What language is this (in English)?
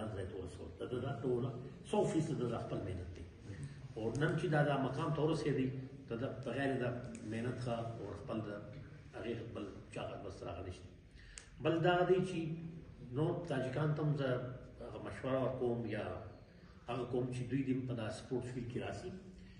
Persian